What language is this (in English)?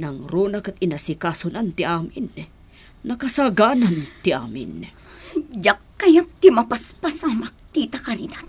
Iloko